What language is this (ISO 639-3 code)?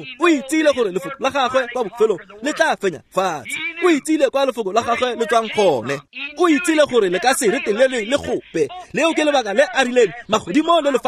tsn